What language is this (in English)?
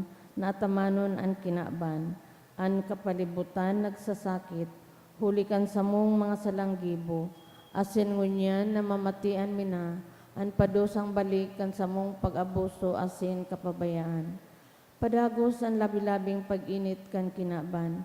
Bikol